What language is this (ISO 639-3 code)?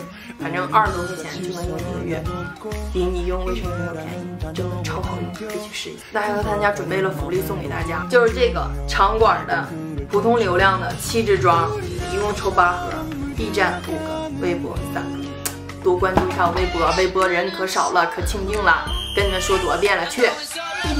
zho